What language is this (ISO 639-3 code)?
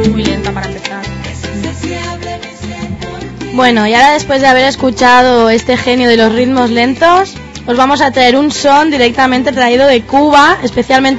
spa